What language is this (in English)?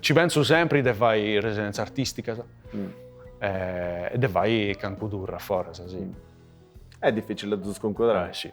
Sardinian